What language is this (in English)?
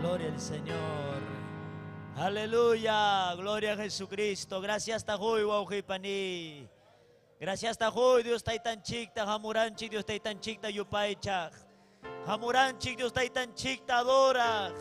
Ayacucho Quechua